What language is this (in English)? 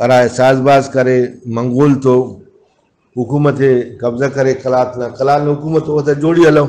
Brahui